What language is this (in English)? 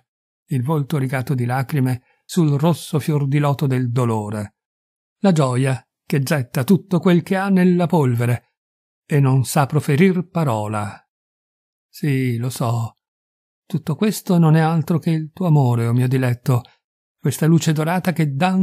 Italian